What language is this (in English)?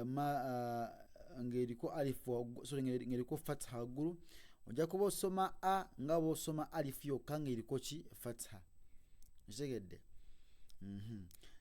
Ganda